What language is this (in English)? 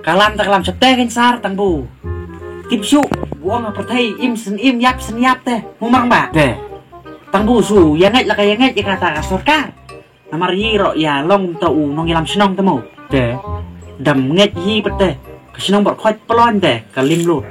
Khasi